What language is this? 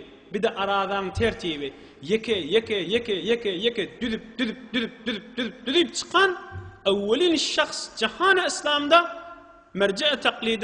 Turkmen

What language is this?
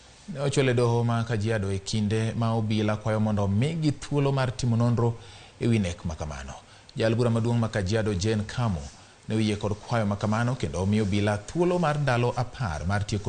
Luo (Kenya and Tanzania)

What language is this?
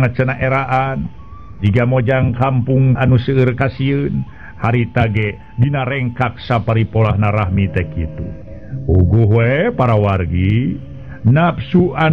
Sundanese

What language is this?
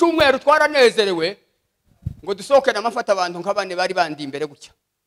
Kinyarwanda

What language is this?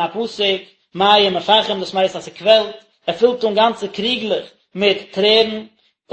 Yiddish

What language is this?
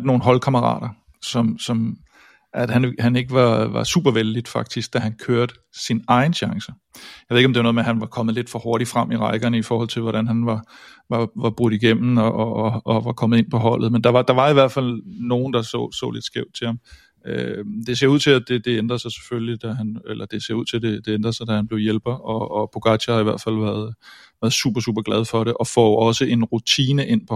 Danish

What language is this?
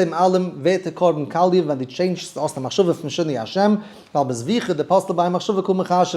Yiddish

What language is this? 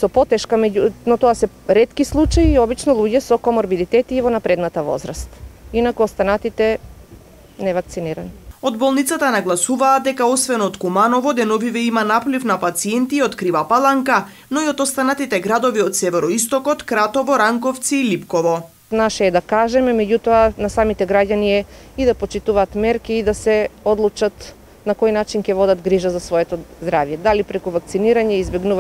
Macedonian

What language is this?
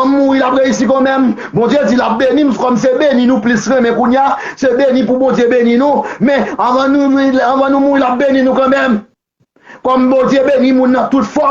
Haitian Creole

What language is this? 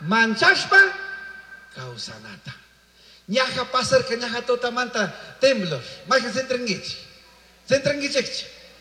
Chimborazo Highland Quichua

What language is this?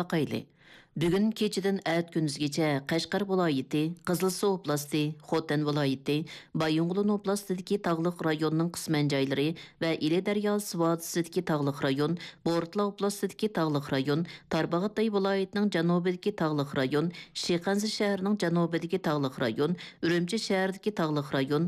Uyghur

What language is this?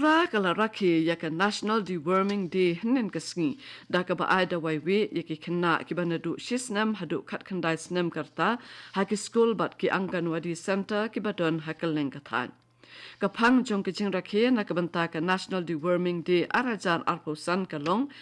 Khasi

